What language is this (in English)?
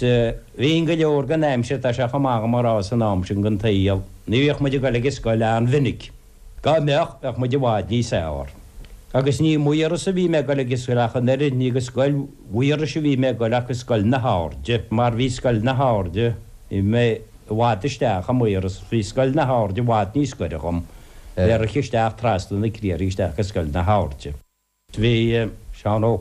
Irish